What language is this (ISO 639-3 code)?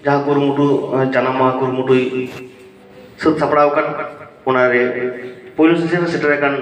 sat